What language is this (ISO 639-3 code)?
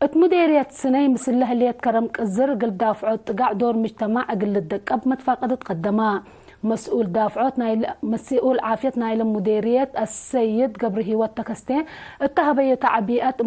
tig